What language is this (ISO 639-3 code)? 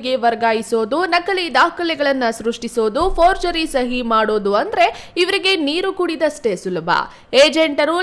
kan